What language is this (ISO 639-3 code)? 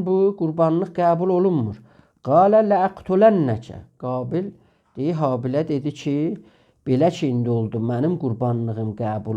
azb